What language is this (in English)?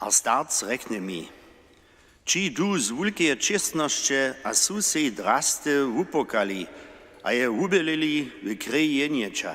Upper Sorbian